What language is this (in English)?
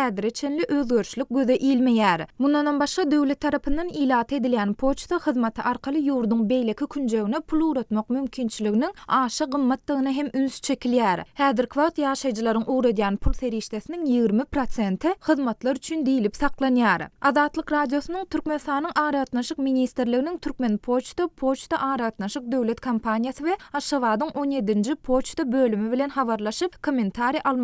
Turkmen